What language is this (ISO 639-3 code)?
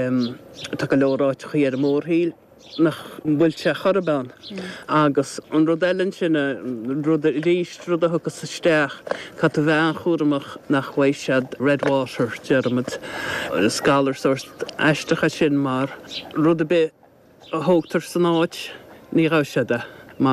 gle